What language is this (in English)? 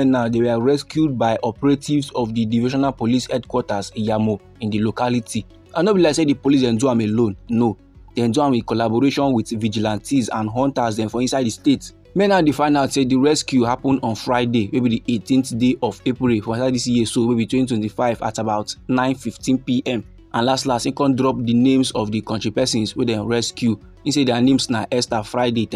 Nigerian Pidgin